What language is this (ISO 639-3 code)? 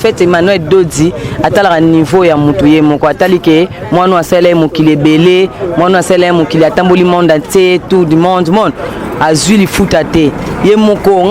lin